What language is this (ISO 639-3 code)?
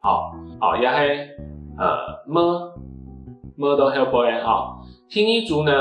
hak